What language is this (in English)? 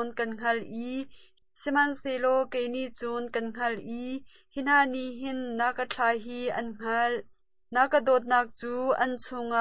Hakha Chin